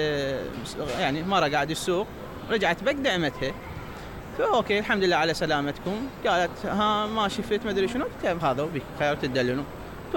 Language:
Mesopotamian Arabic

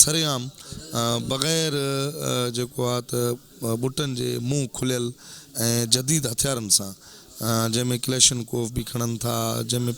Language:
Sindhi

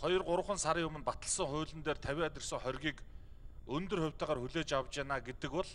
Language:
Mongolian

